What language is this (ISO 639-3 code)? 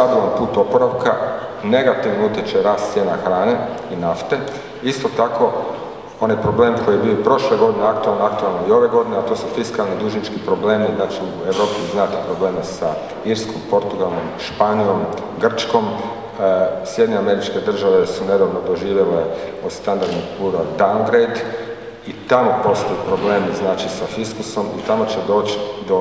hrv